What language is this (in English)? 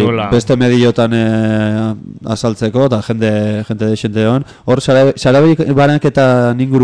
Basque